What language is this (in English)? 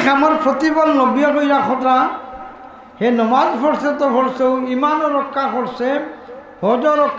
Sylheti